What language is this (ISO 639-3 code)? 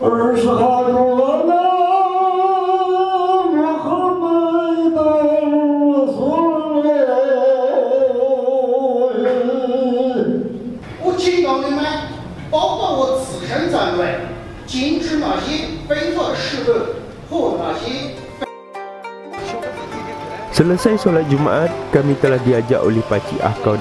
msa